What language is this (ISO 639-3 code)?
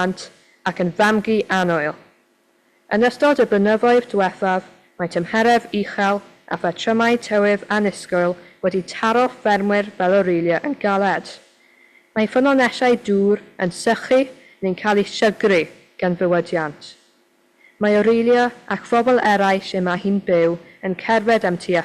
cym